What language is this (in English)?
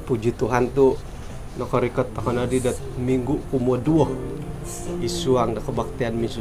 Central Dusun